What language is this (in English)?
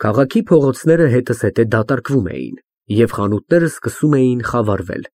Armenian